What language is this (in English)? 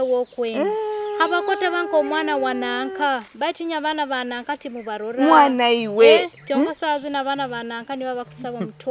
Nyoro